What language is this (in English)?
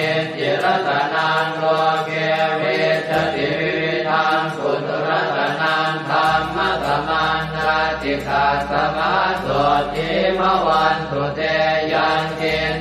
Pali